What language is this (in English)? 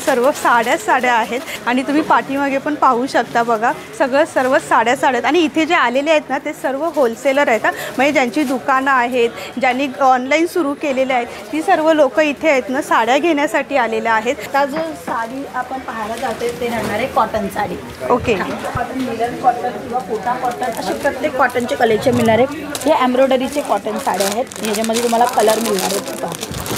Marathi